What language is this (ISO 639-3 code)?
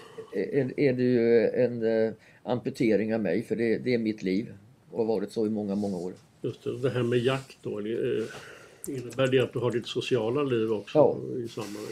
swe